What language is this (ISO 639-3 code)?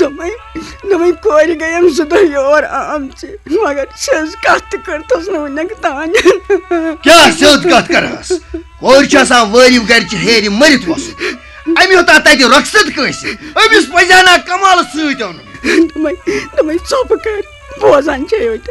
kas